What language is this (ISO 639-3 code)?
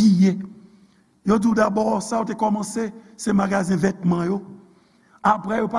hat